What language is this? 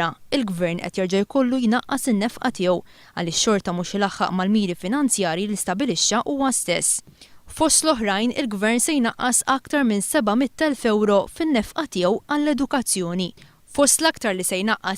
Maltese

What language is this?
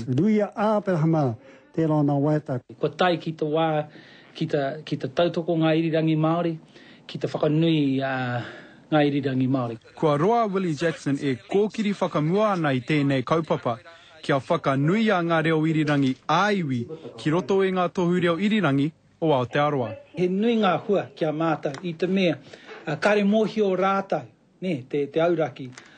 Māori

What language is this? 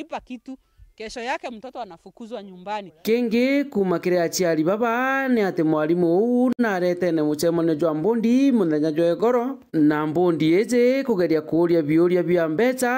Meru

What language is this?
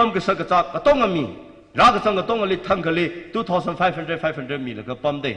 Tangkhul Naga (India)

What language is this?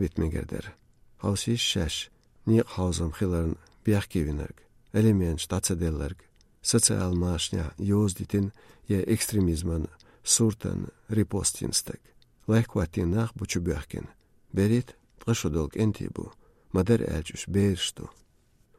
Chechen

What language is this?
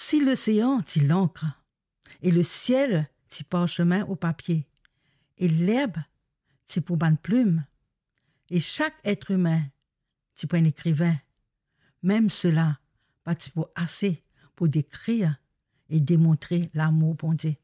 Morisyen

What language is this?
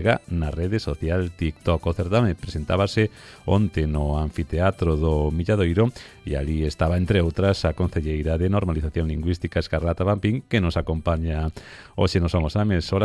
Galician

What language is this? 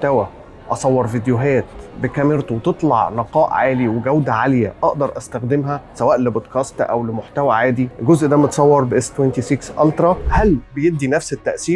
Egyptian Arabic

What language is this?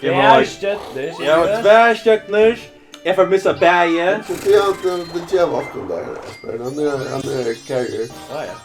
Faroese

